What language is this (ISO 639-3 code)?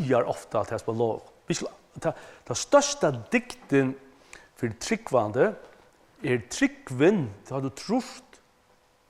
fao